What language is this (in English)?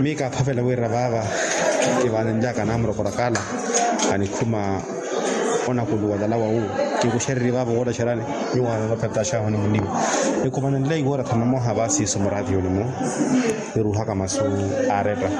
Makhuwa